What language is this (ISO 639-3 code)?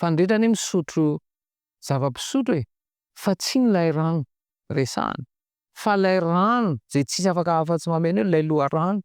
mlg